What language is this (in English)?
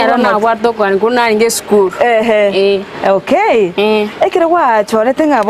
Gusii